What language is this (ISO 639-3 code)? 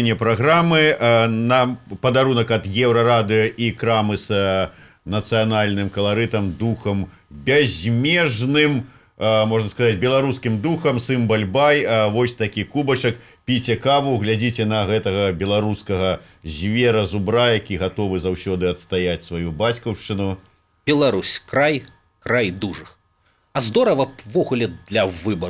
bel